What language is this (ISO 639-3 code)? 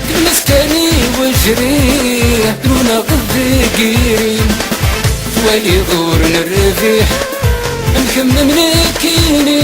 kab